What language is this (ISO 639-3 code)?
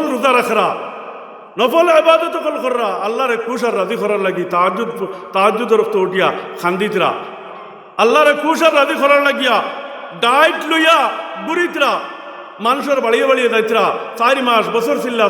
syl